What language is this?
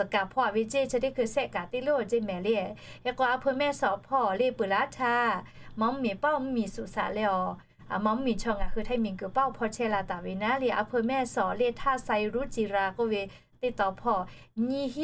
Lahu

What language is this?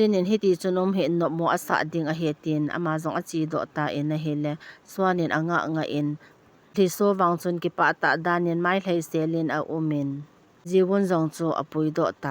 Thado Chin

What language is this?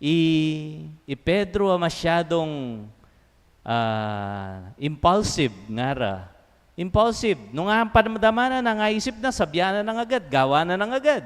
Pampanga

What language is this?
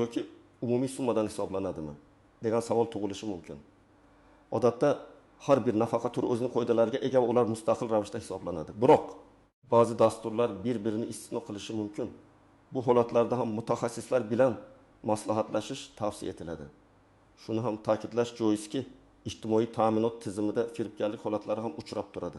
Uzbek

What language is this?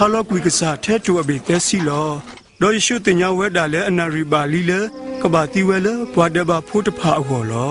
S'gaw Karen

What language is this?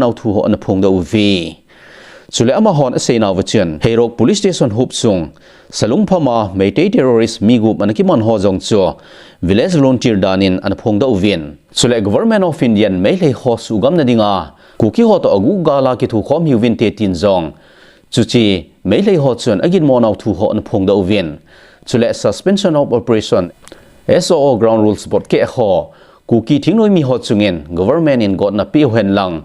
Thado Chin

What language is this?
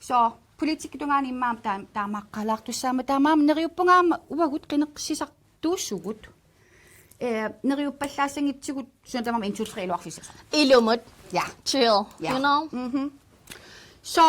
Kalaallisut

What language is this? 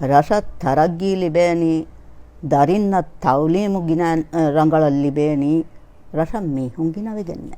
Divehi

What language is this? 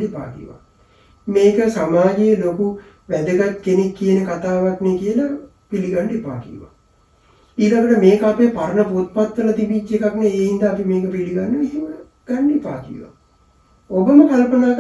Sinhala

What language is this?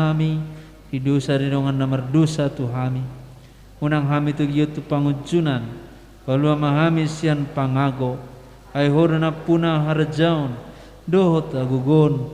Batak Toba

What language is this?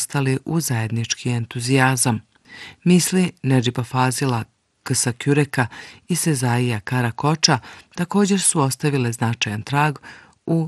Bosnian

